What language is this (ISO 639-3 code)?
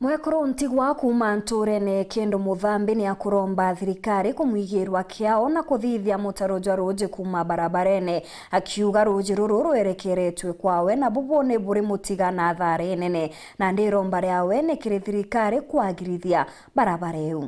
mer